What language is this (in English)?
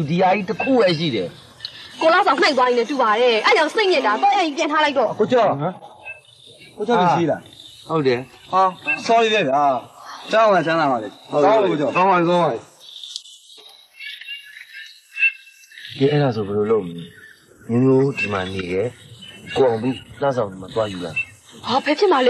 Burmese